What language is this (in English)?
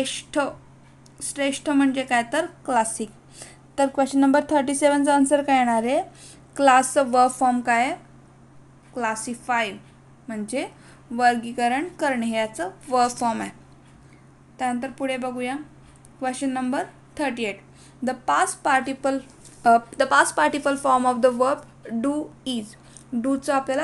Marathi